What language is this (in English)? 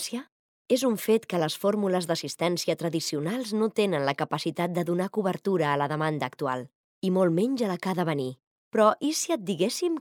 Catalan